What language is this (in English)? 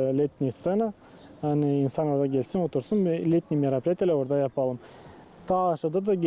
Gagauz